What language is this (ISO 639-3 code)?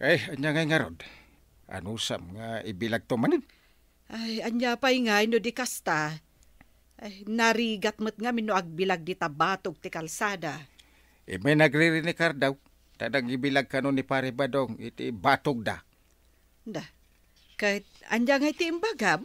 ilo